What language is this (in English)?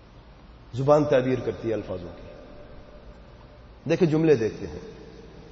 Urdu